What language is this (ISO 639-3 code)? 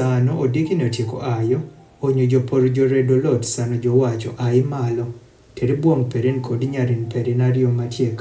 adh